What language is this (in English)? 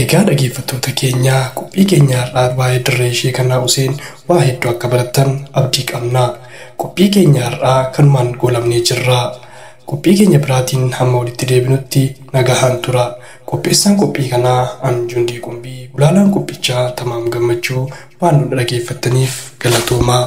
Oromo